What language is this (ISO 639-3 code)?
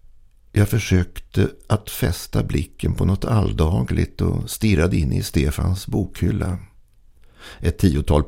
swe